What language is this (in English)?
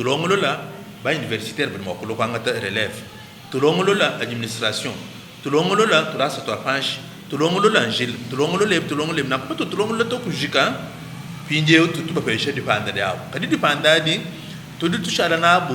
Luba-Lulua